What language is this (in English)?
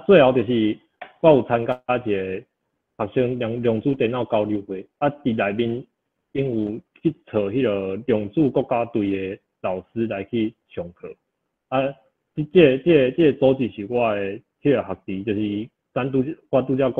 Min Nan Chinese